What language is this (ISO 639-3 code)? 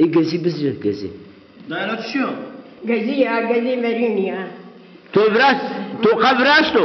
zza